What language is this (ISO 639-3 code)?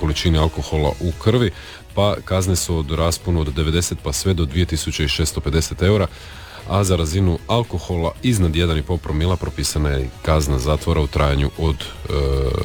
hrv